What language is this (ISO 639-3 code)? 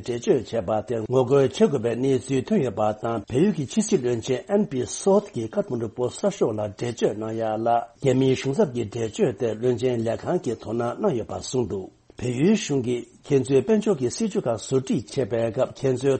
bod